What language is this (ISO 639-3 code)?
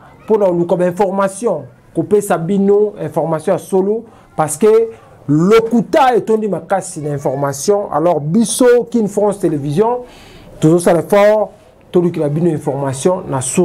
lin